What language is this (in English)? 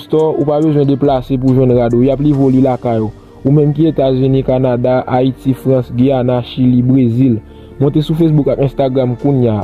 Haitian Creole